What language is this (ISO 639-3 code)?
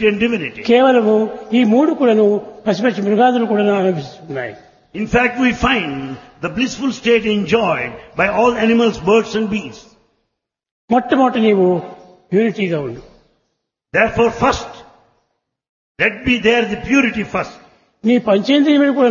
tel